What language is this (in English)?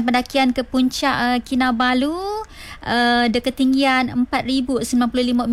Malay